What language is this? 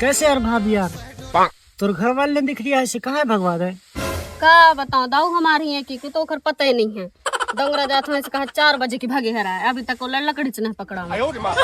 Chhattisgarhi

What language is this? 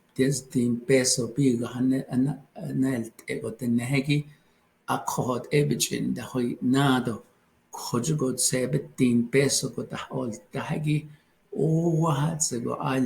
Navajo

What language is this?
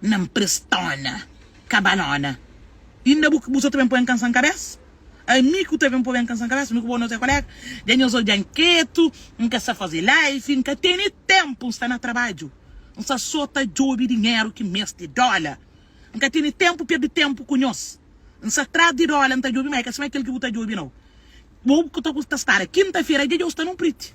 Kabuverdianu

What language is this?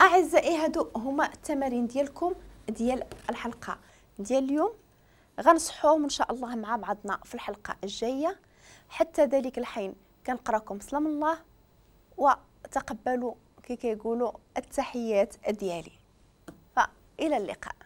Moroccan Arabic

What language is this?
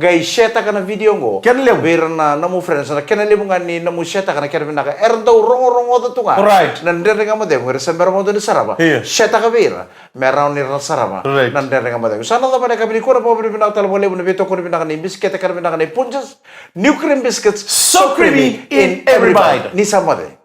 Fijian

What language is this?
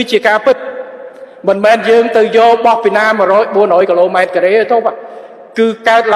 Khmer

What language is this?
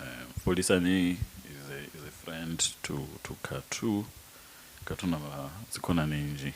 Venda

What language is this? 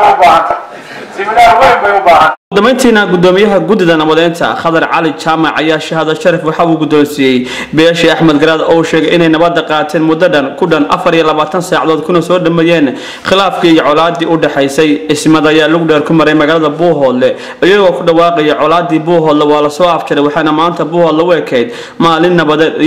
Somali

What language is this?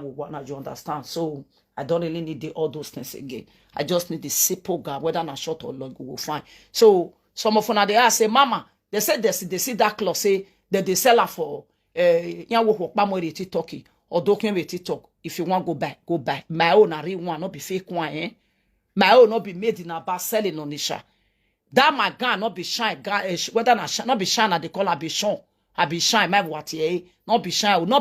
Nigerian Pidgin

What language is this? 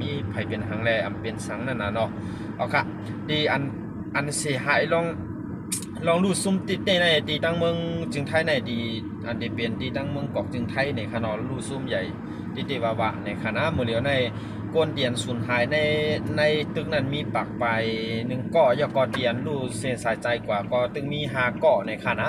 Shan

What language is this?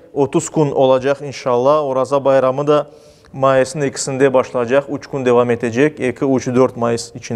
Crimean Tatar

